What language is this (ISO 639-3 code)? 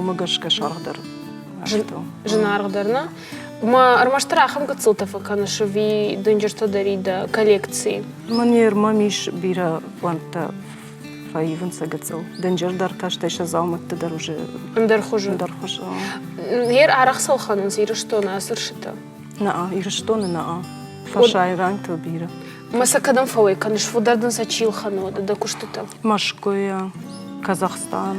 oss